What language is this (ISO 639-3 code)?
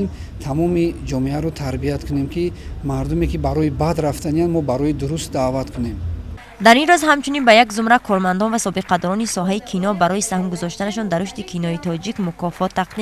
tgk